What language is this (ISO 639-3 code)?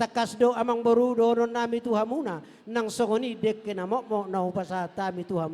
bbc